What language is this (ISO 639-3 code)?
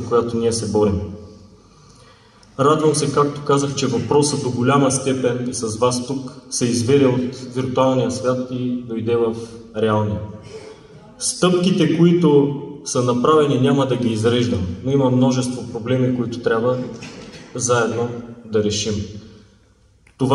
bul